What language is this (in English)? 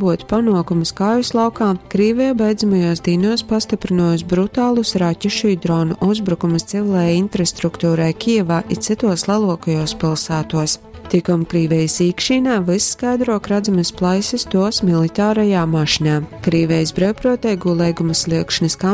Latgalian